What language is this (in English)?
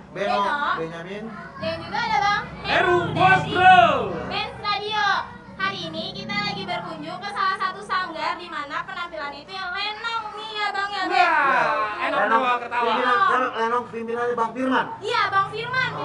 Betawi